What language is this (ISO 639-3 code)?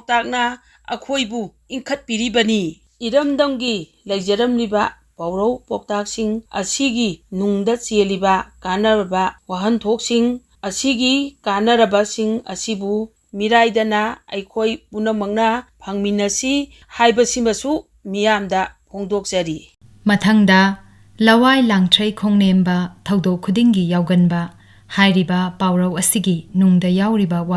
mni